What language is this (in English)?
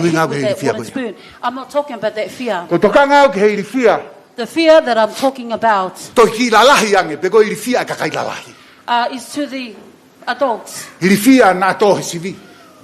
Tongan